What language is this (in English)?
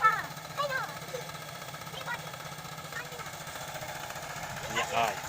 Lao